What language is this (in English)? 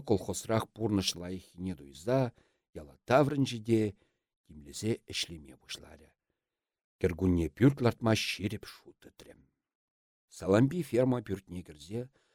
Chuvash